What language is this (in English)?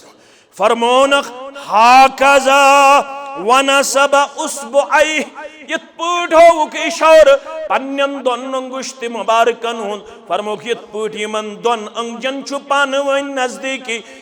Kashmiri